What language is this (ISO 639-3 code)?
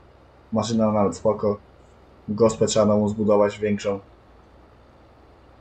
pol